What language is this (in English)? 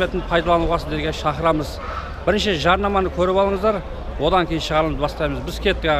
Kazakh